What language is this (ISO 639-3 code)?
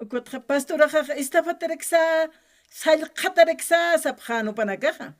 aym